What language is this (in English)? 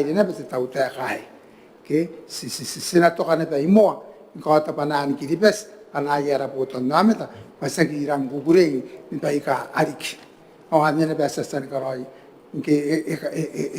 Gilbertese